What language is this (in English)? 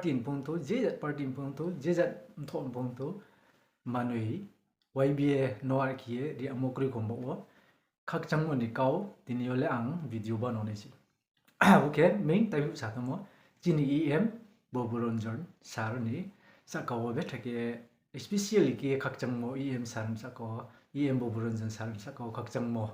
Riang (India)